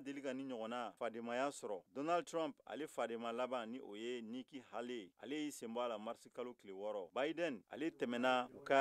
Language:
Bambara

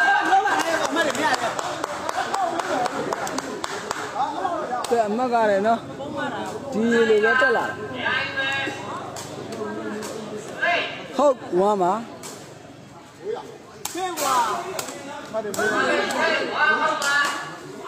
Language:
Burmese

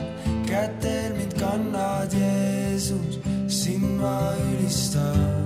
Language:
Estonian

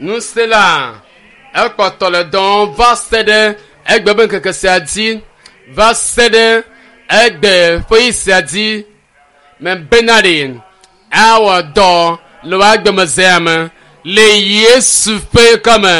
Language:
Ewe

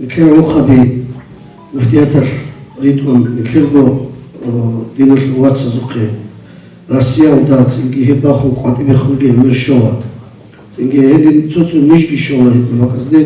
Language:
Avaric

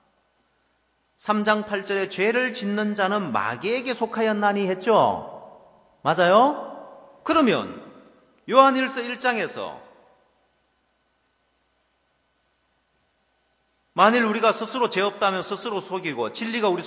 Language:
Korean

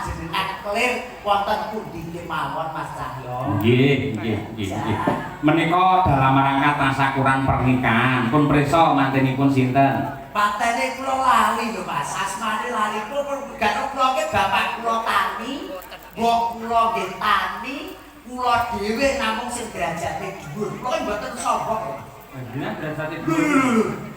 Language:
Javanese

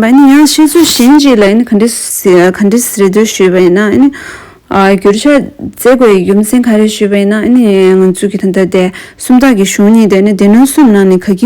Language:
Tibetan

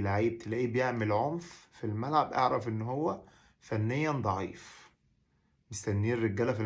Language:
Egyptian Arabic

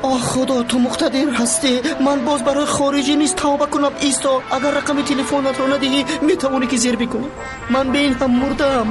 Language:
Tajik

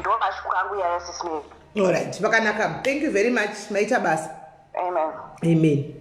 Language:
Shona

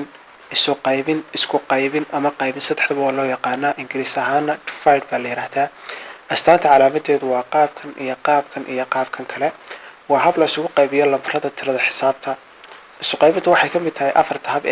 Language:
Somali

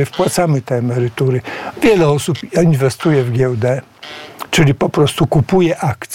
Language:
Polish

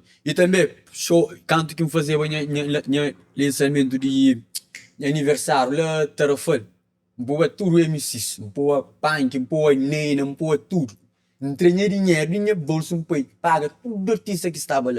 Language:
Kabuverdianu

